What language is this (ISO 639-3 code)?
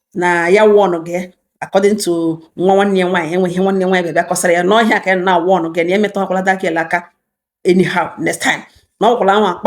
ibo